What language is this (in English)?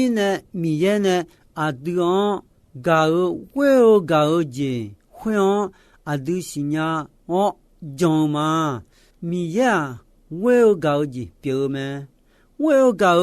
Akha